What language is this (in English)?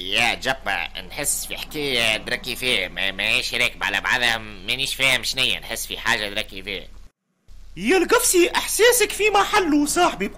Tunisian Arabic